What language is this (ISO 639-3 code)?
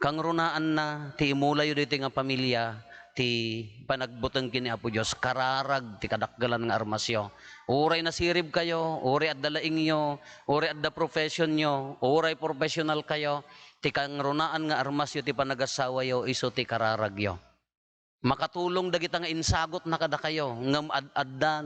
ilo